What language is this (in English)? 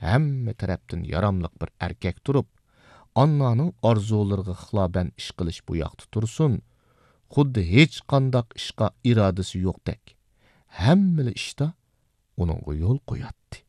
Uyghur